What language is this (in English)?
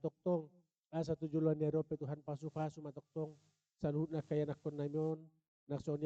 Batak Toba